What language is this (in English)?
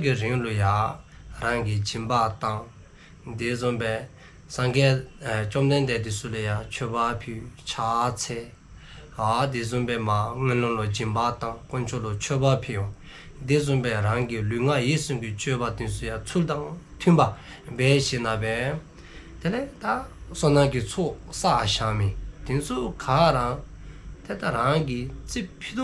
Dzongkha